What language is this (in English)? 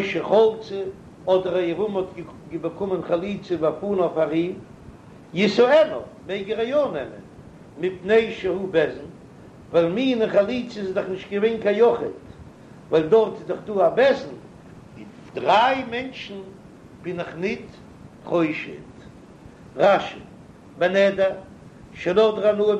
Yiddish